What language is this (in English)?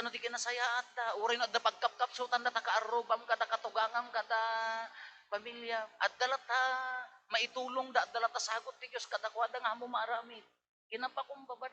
Iloko